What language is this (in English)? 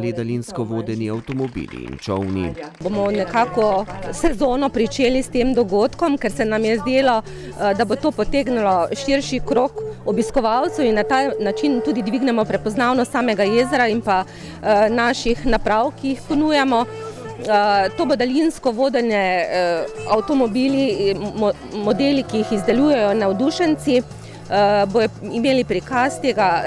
Slovenian